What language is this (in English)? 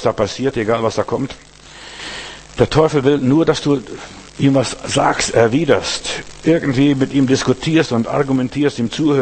German